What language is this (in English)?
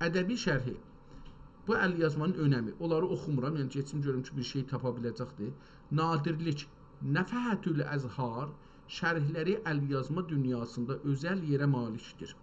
South Azerbaijani